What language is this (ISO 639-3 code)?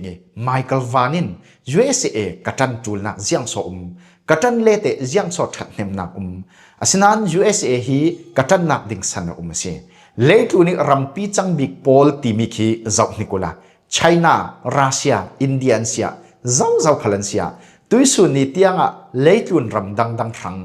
cfm